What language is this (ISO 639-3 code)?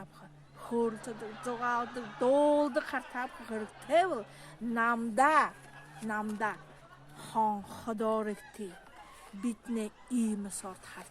bua